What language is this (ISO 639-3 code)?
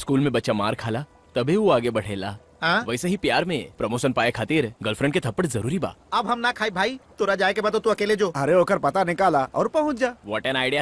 bho